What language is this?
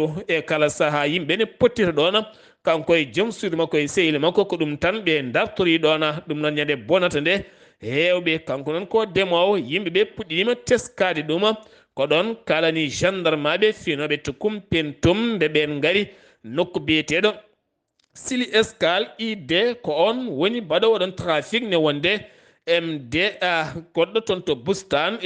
Fula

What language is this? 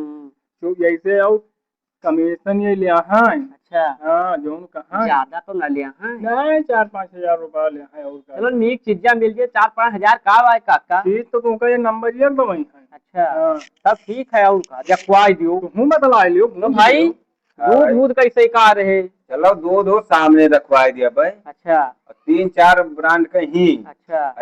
Awadhi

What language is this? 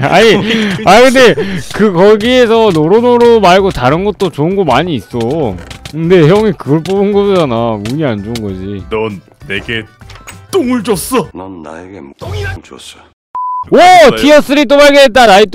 Korean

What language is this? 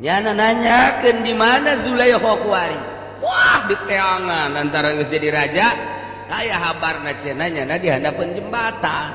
Sundanese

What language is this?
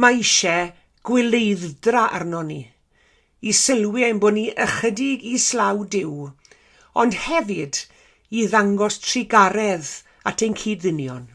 Welsh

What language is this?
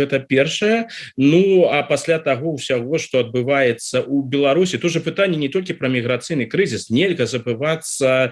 Belarusian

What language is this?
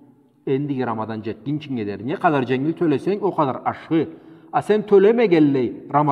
Karachay-Balkar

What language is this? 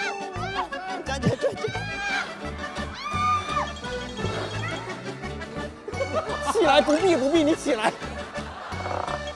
Chinese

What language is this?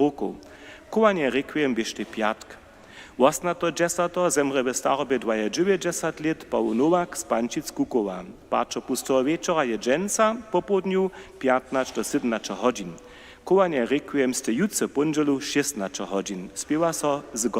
Upper Sorbian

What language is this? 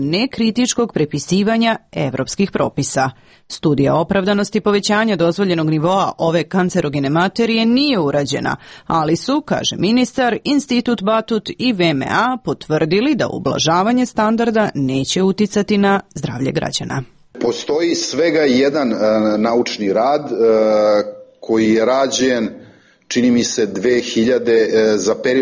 Serbian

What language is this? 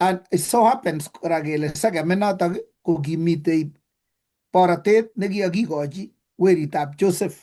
Kalenjin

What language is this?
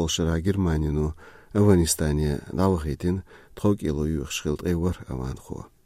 Chechen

